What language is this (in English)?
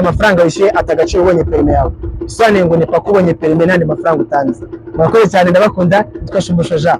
Kinyarwanda